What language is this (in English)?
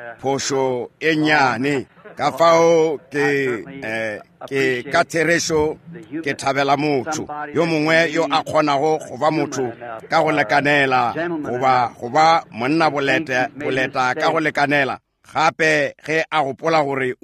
Northern Sotho